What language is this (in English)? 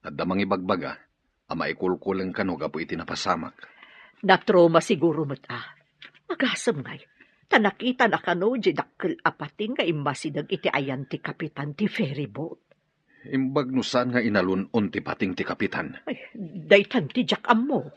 Iloko